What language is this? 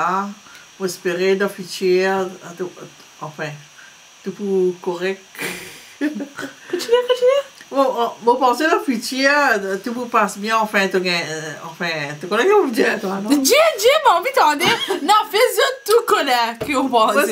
Morisyen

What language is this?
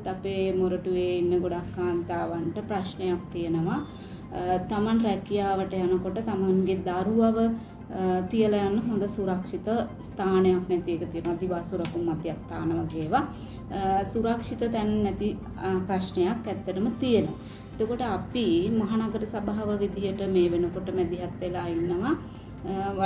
Sinhala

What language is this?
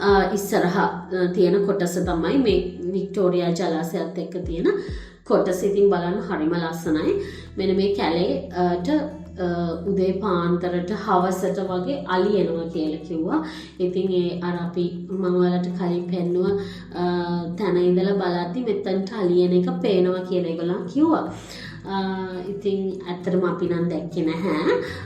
Sinhala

